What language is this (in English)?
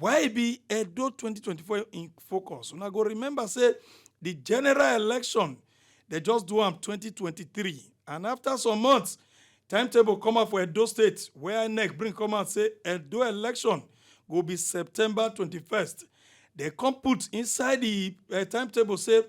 Nigerian Pidgin